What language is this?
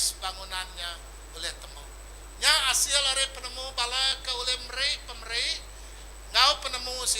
Iban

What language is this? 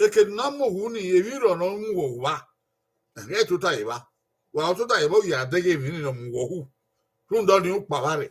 Bini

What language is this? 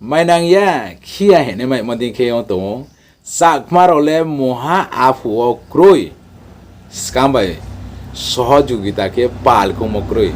Riang (India)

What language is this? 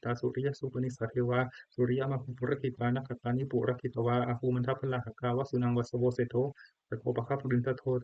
Pali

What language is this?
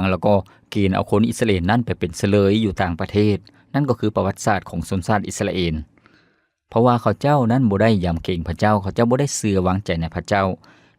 Lao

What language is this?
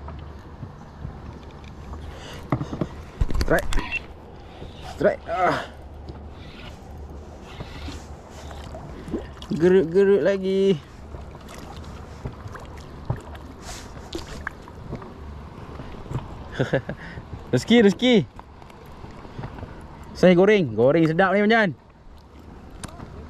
Malay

